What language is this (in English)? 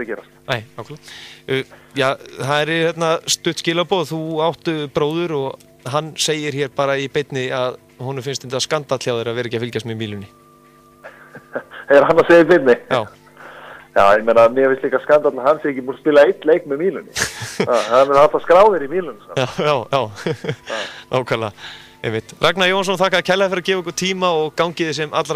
Icelandic